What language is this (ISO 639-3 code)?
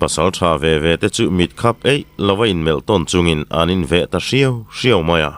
lus